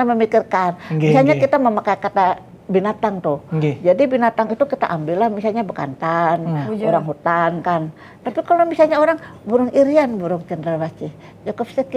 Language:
Banjar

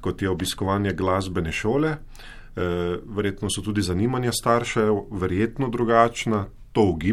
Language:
Slovenian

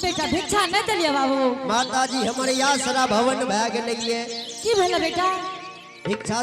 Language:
Angika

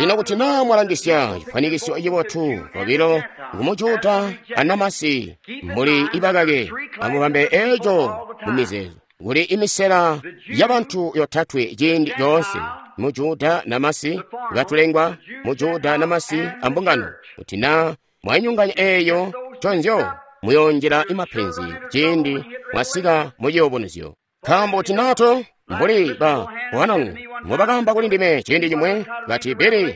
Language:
Tonga (Zambia)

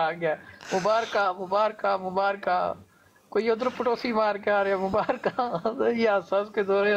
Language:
Punjabi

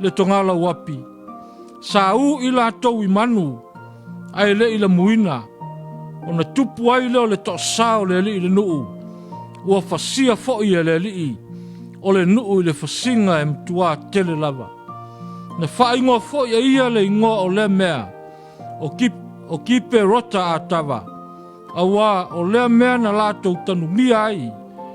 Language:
Samoan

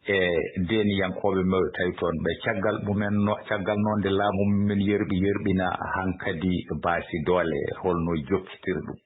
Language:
Fula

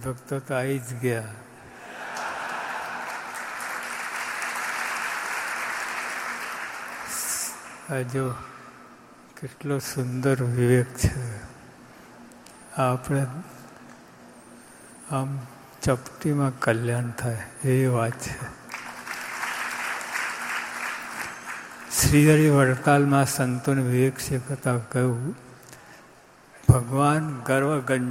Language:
Gujarati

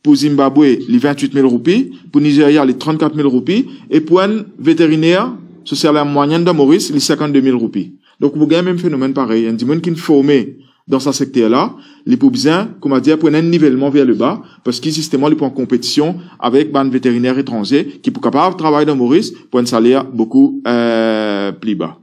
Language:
Morisyen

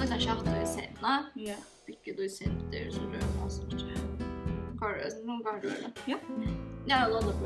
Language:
Faroese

